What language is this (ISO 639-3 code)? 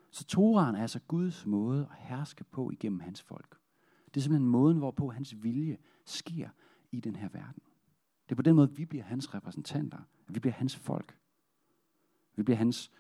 dan